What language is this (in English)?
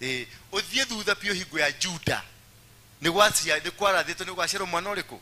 Kikuyu